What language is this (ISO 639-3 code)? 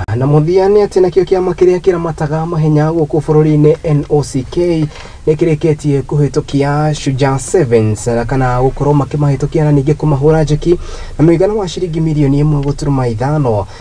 kik